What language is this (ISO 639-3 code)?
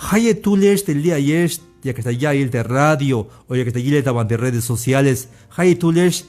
tzh